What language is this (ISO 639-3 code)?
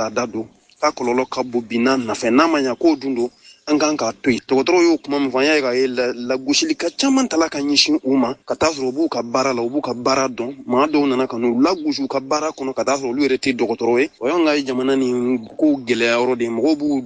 bam